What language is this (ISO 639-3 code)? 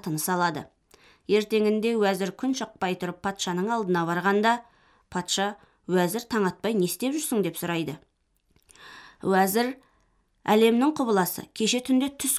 kaz